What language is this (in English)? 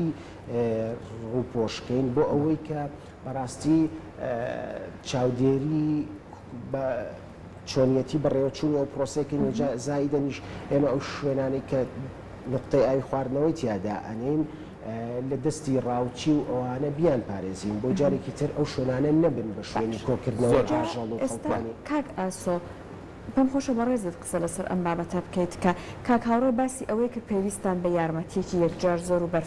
Central Kurdish